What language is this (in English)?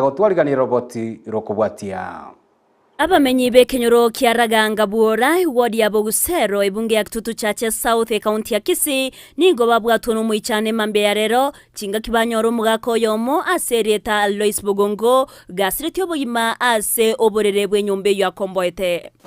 Gusii